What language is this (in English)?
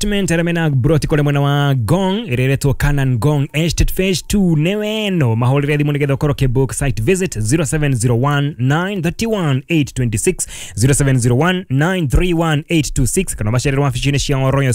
Kikuyu